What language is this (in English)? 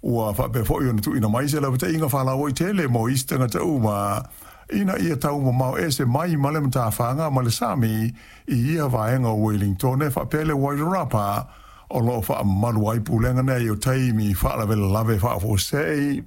Samoan